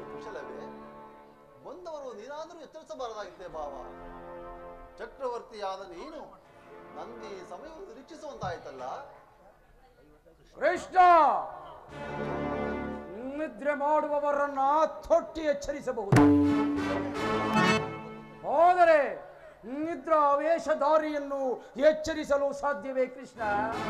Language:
Kannada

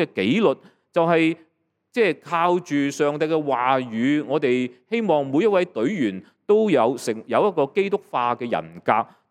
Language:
Cantonese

